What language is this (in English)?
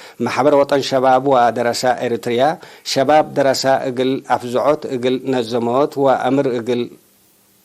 Tigre